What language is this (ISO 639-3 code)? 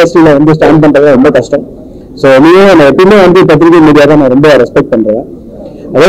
tam